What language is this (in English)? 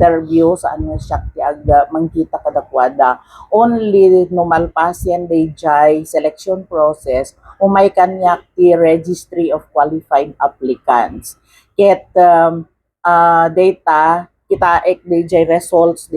Iloko